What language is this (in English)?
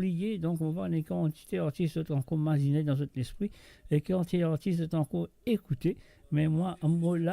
Morisyen